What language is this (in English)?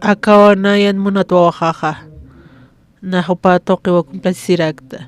Aymara